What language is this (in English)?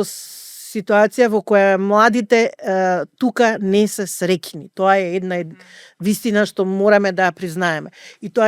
Macedonian